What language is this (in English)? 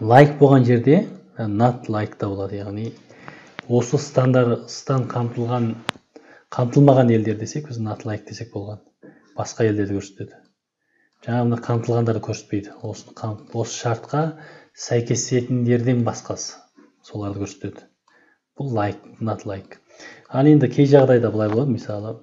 Kazakh